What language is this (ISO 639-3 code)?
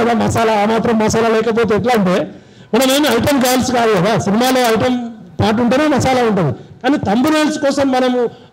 tel